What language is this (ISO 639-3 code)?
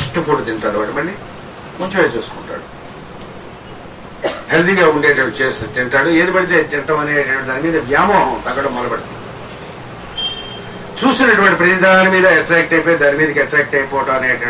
tel